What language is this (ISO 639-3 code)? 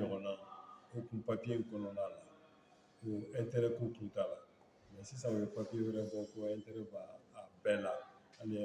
bam